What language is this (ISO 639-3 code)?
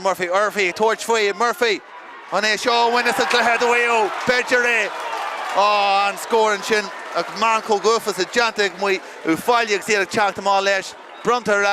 gle